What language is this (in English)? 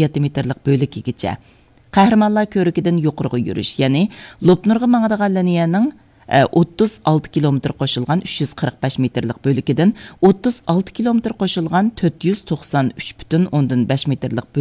Uyghur